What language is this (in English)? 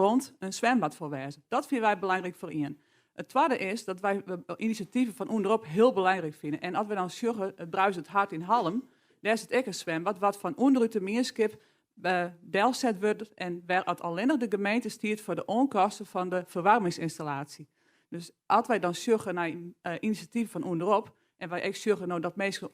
Western Frisian